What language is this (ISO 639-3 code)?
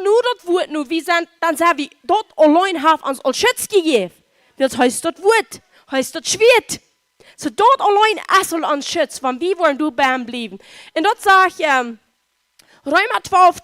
pdt